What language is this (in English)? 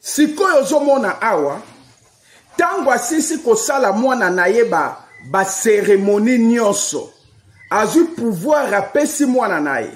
Lingala